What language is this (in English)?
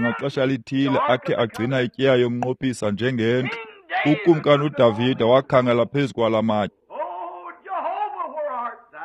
Xhosa